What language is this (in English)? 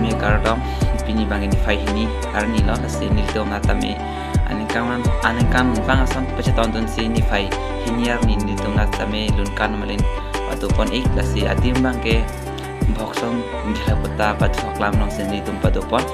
Karbi